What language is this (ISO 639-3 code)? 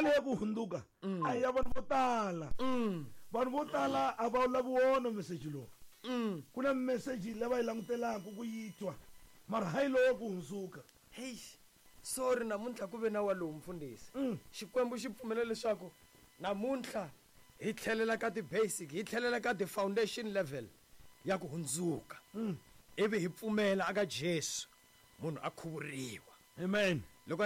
tso